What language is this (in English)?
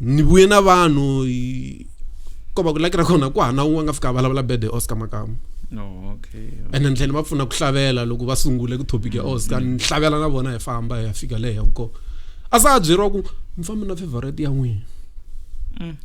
Tsonga